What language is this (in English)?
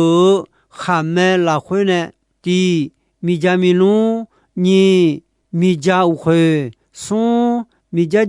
Akha